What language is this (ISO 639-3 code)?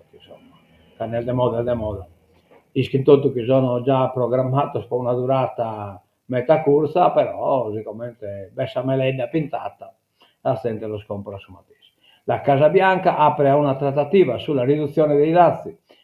srd